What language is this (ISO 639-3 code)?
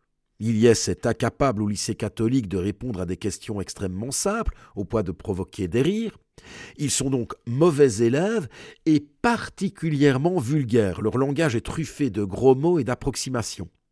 fra